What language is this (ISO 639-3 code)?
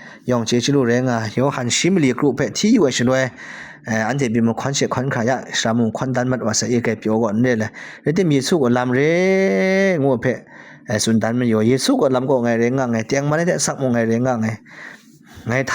kac